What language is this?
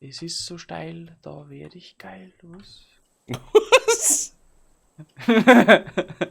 Bavarian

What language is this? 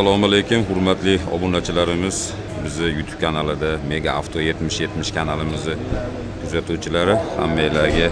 Uzbek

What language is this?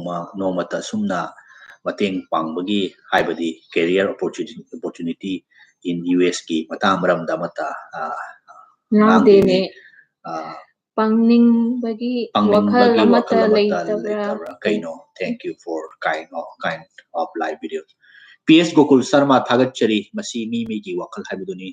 Manipuri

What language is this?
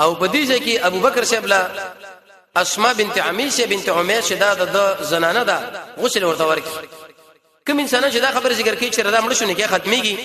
Pashto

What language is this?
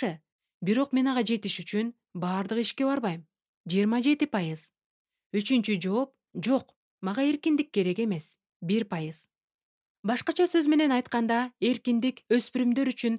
Kyrgyz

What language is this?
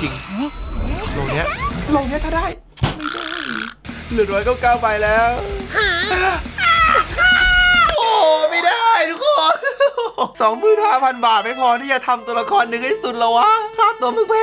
Thai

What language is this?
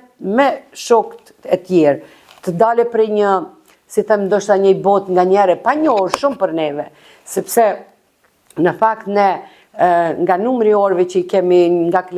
Albanian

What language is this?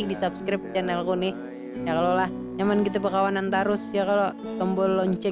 Banjar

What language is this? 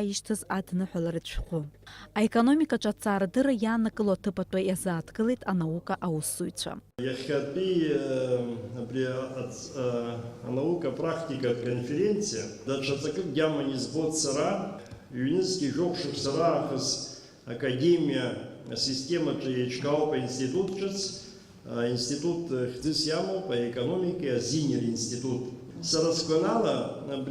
Abkhazian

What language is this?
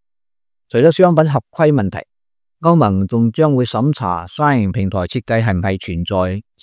Cantonese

